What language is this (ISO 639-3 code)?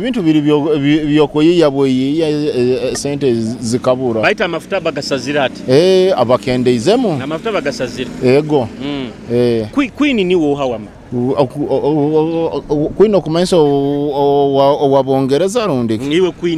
nyo